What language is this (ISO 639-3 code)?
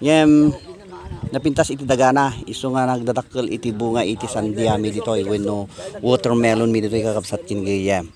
ilo